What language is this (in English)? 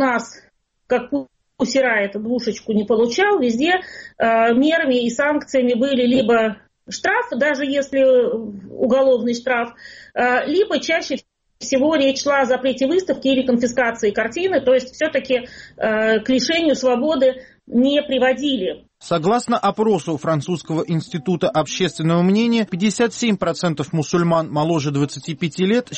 Russian